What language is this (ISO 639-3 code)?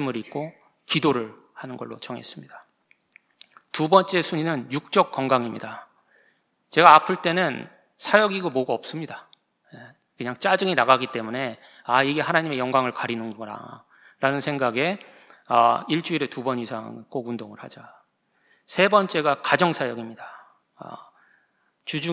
kor